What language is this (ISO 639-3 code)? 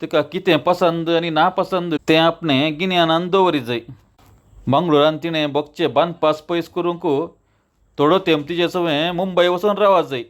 kok